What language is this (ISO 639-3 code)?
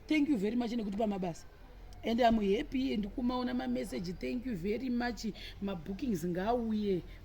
sna